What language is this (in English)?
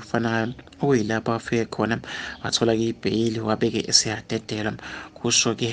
Zulu